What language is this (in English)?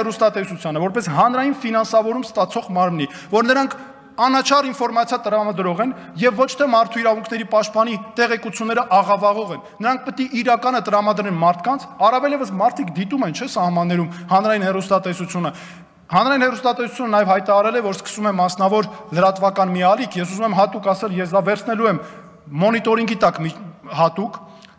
Armenian